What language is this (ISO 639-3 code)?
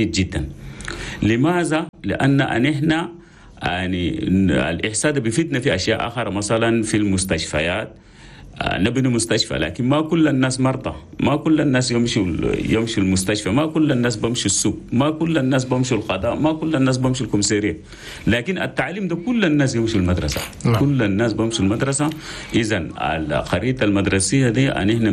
shu